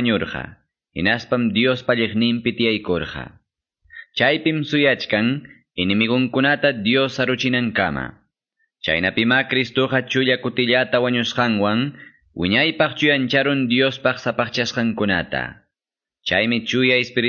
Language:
Quechua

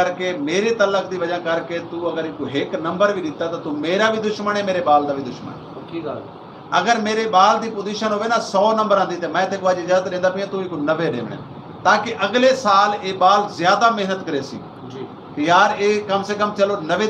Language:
Saraiki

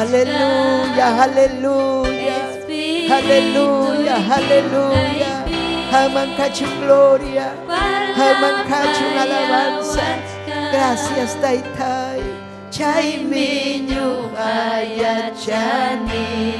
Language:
Ayacucho Quechua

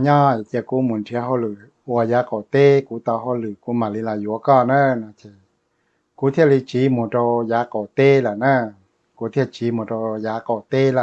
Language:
Hmong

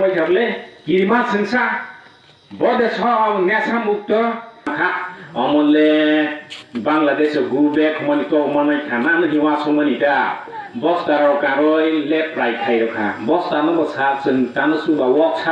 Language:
Kok Borok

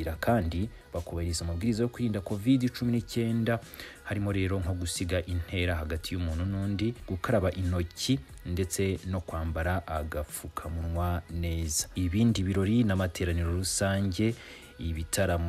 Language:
Kinyarwanda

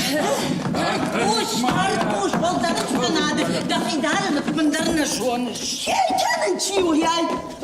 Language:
Ossetic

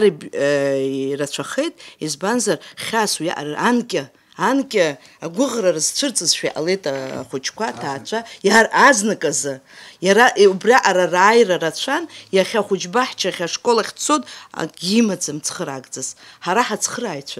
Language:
Abkhazian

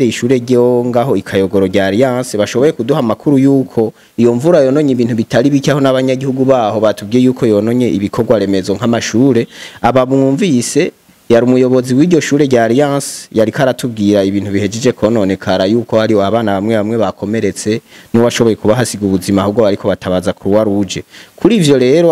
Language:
Rundi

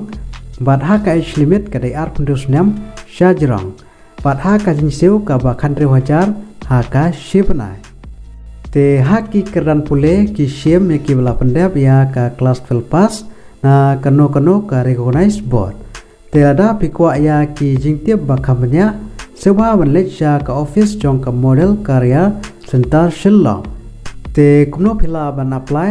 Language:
Khasi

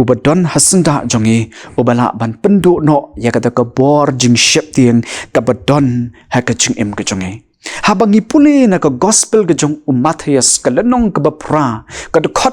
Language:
Khasi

